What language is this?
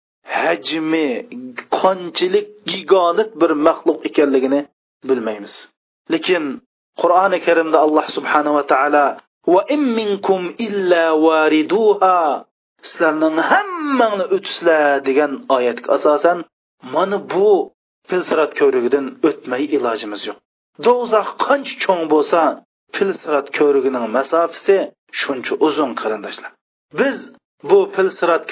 Uyghur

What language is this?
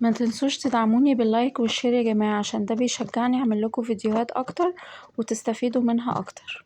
Egyptian Arabic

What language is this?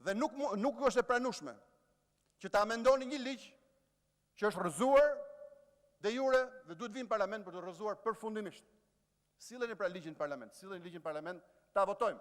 Albanian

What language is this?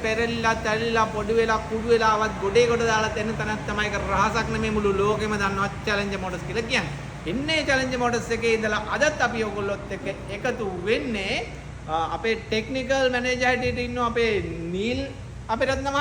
Sinhala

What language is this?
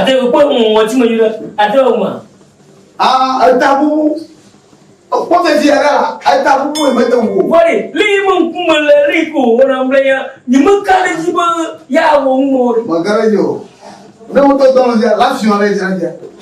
Ewe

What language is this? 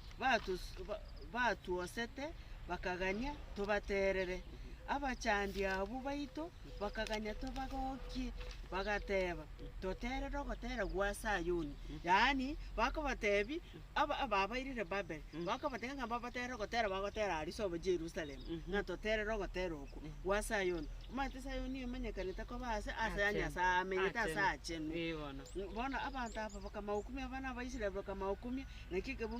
Gusii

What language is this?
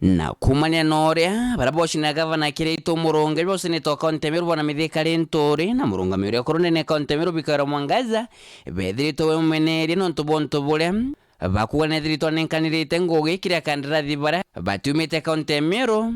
Meru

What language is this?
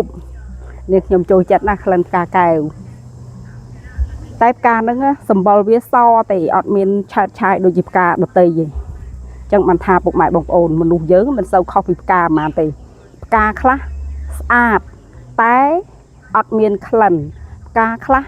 Khmer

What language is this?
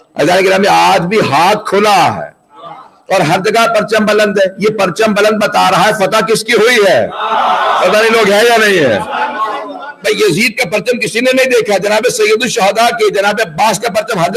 Urdu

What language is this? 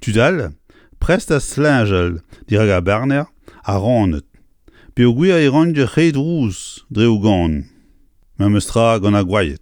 Breton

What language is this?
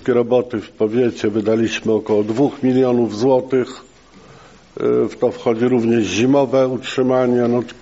Polish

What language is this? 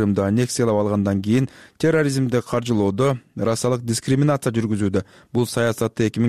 Kyrgyz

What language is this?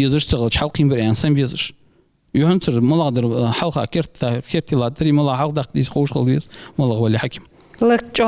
Ingush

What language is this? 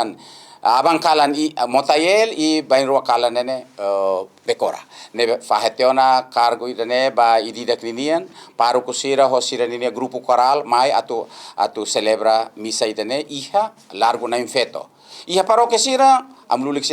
Tetum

